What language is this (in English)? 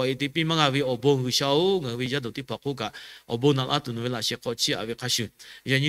Lahu